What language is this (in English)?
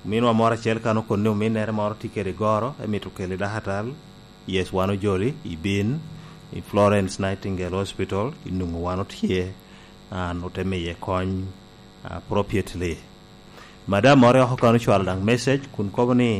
Lango (Uganda)